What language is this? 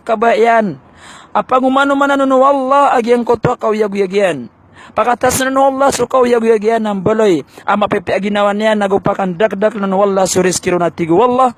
Maranao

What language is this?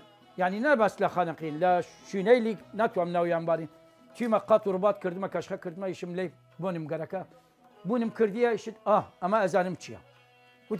Southern Kurdish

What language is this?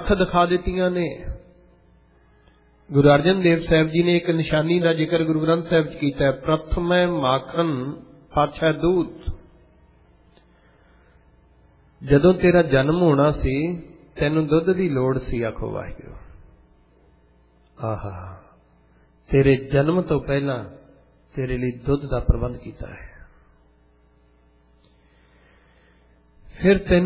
Punjabi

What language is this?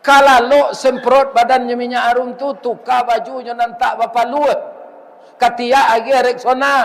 Minangkabau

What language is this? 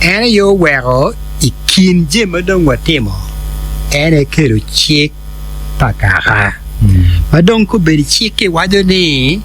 Acoli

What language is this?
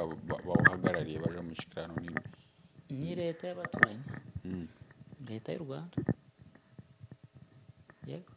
Kinyarwanda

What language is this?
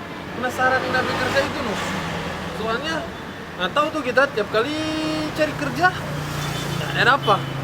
Manado Malay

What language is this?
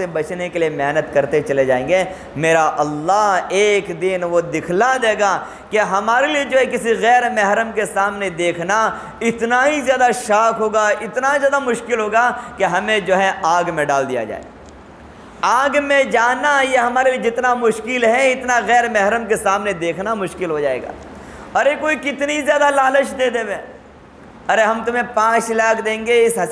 Urdu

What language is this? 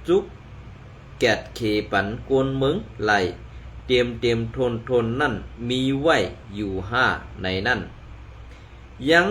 Shan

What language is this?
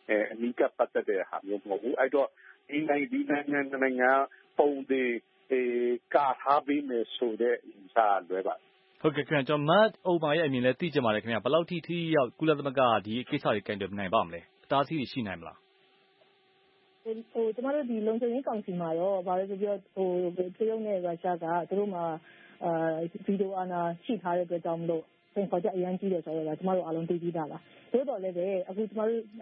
Burmese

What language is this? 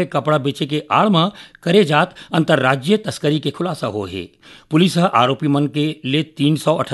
Chhattisgarhi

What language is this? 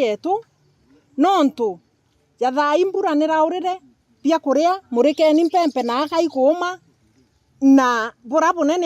Meru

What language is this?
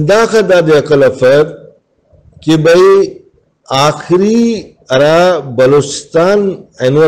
Brahui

